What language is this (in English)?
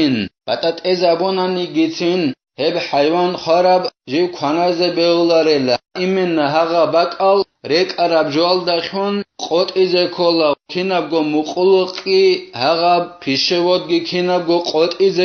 Avaric